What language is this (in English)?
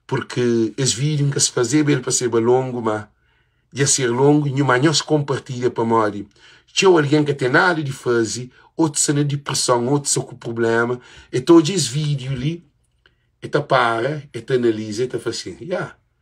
Kabuverdianu